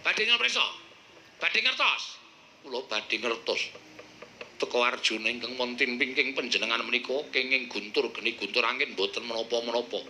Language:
Javanese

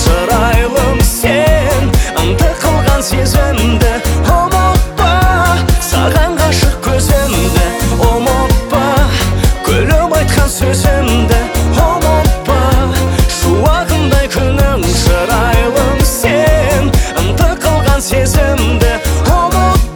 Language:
Kazakh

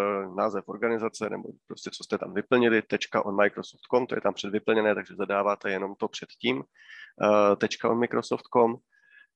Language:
Czech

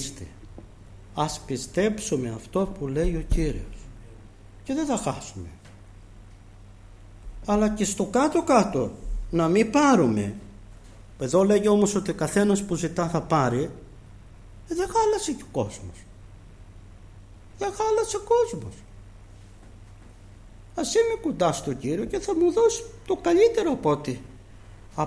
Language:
Greek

